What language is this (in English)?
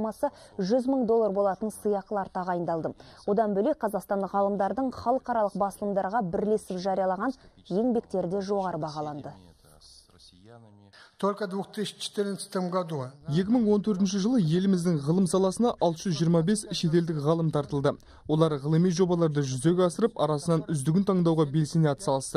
Kazakh